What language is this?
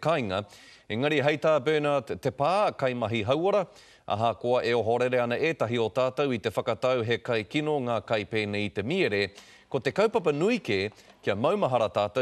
Māori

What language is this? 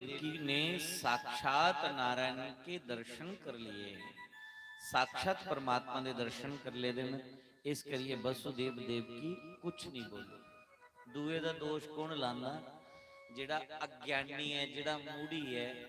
Dogri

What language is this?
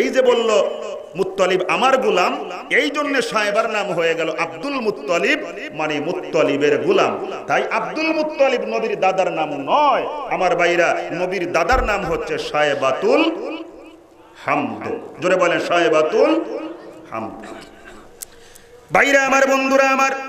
Bangla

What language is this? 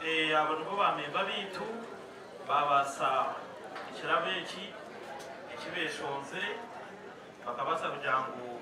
Nyankole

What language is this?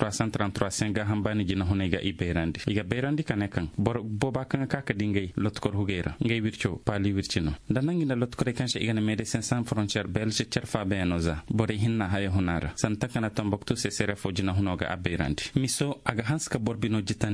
Koyraboro Senni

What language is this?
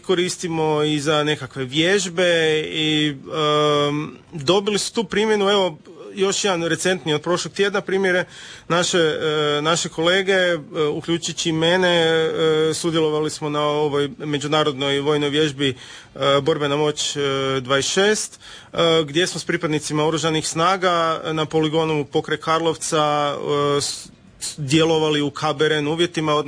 Croatian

